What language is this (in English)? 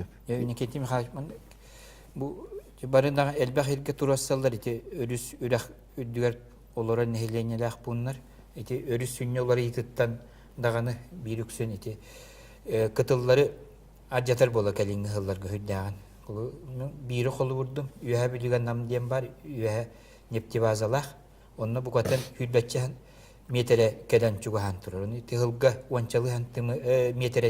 Yakut